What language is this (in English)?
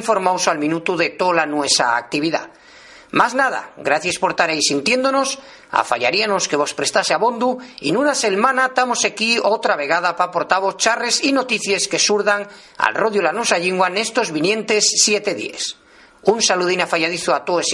Asturian